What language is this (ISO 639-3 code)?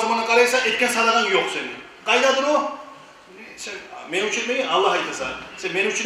kum